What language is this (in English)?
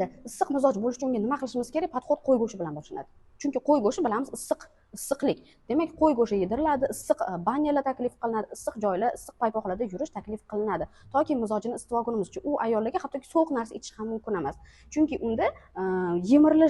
Uzbek